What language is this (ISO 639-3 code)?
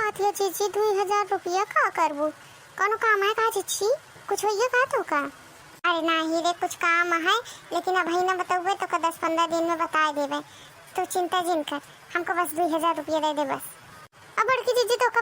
awa